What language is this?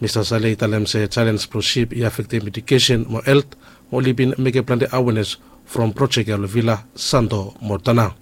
Bislama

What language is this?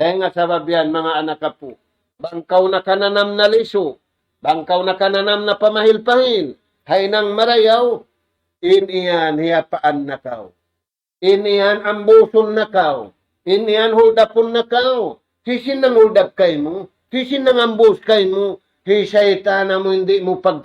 Tausug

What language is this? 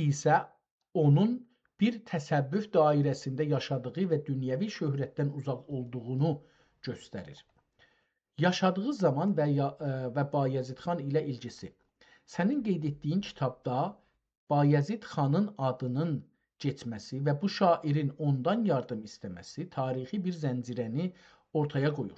South Azerbaijani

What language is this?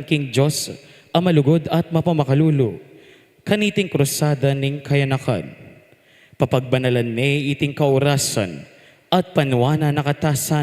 Pampanga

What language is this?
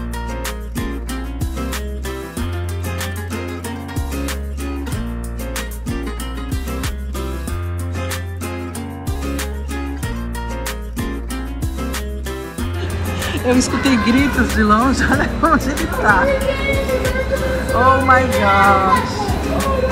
Portuguese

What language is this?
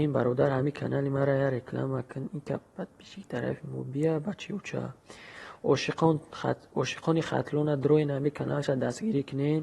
Tajik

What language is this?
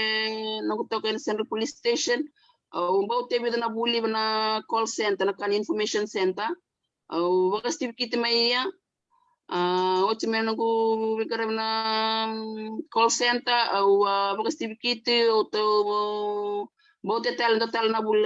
Fijian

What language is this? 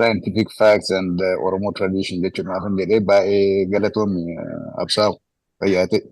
Oromo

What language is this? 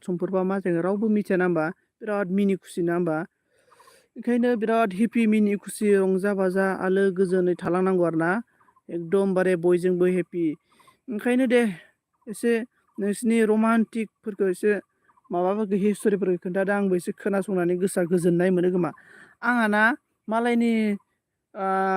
Bodo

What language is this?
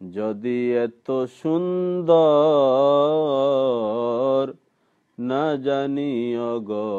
Sylheti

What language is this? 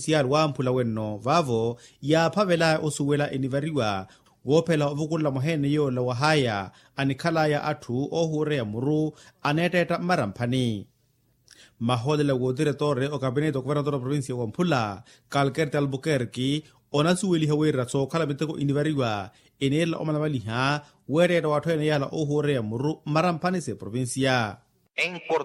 Makhuwa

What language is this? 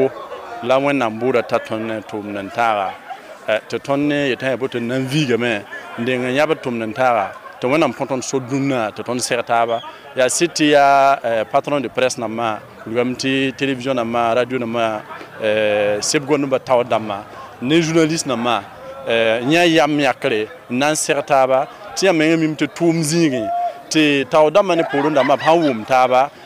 Mossi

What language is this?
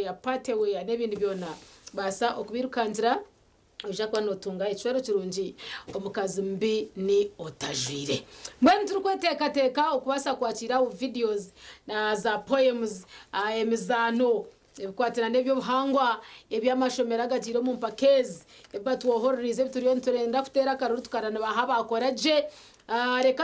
Nyankole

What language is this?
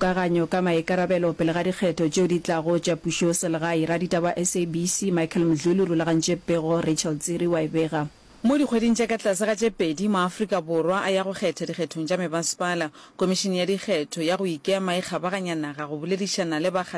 Northern Sotho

